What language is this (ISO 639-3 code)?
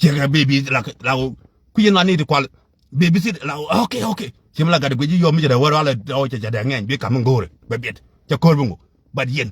nus